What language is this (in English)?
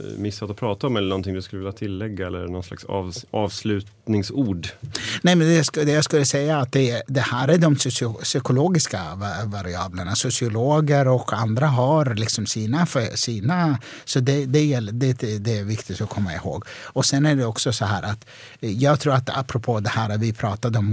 Swedish